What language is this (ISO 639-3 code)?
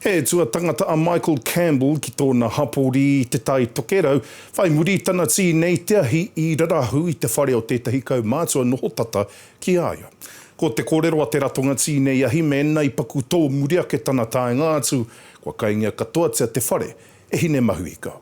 mri